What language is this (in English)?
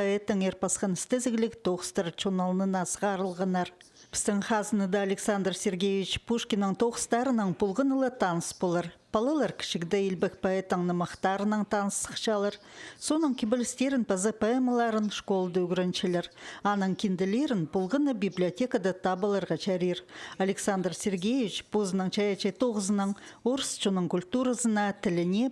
Khakas